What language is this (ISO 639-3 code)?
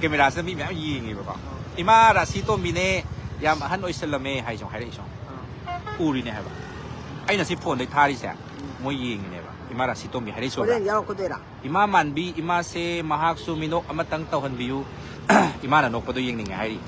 mni